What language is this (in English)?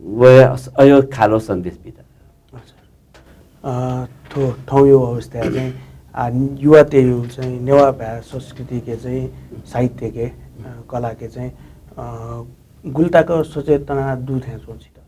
Newari